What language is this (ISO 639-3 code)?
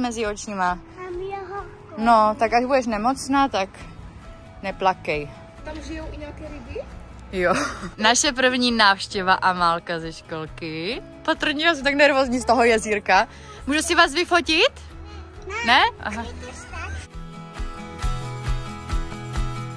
ces